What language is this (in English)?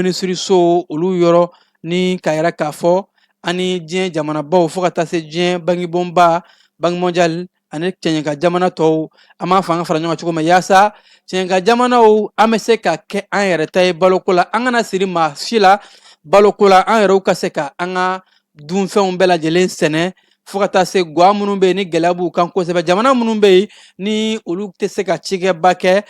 Bambara